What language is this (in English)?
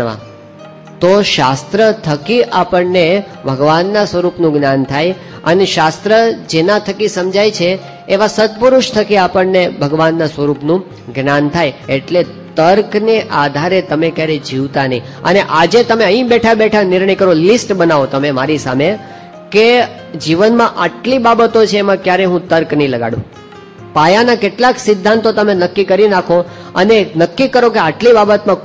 Gujarati